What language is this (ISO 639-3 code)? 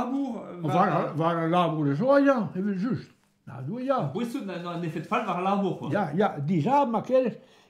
bre